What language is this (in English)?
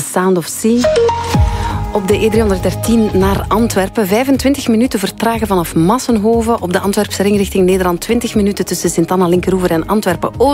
Dutch